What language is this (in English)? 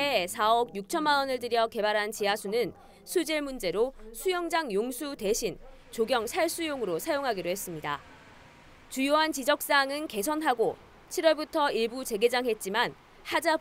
Korean